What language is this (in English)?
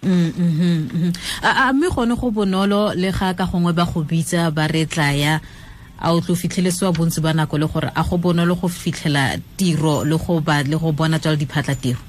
Tswana